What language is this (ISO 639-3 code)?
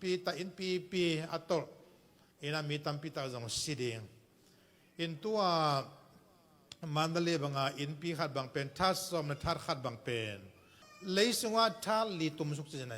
ctd